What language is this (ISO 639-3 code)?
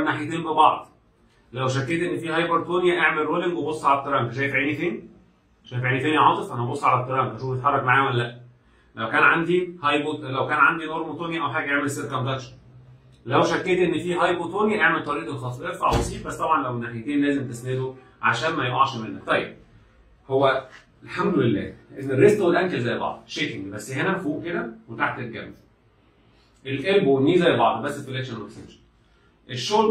arz